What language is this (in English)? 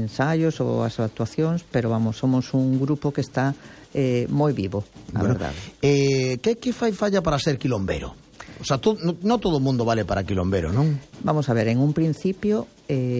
Galician